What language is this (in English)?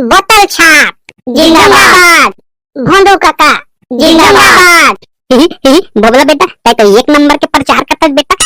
Chhattisgarhi